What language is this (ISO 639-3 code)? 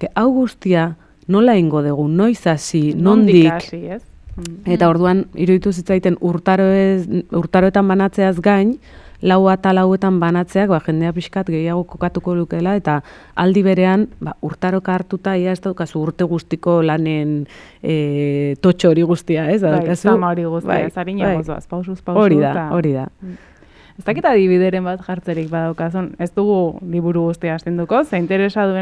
eus